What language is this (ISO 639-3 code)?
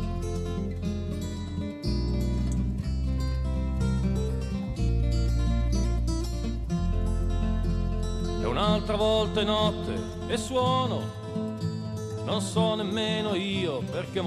ita